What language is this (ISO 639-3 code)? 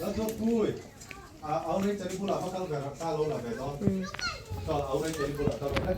lus